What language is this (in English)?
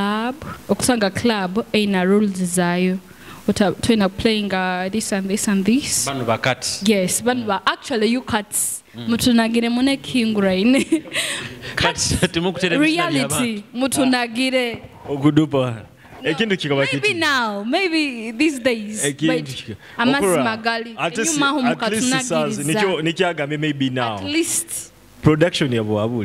Nyoro